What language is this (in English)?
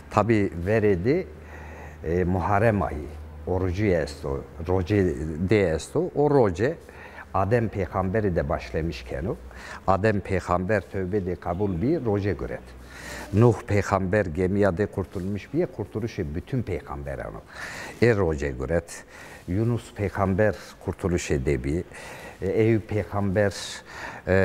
Zaza